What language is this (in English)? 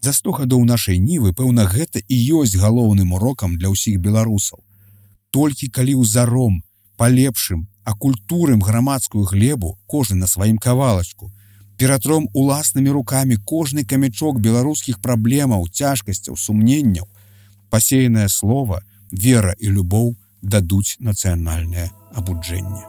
Belarusian